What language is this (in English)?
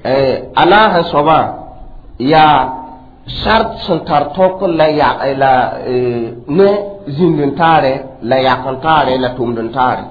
Mossi